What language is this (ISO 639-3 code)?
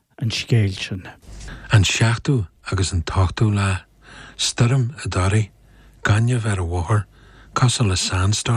gle